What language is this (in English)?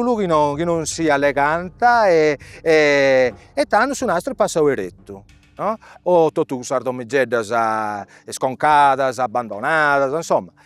Sardinian